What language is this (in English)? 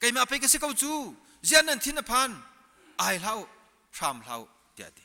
Hakha Chin